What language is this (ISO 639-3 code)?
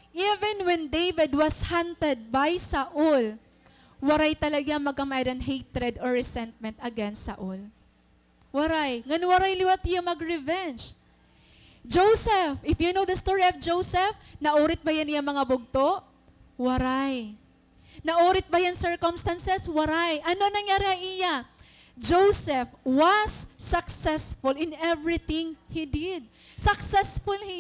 war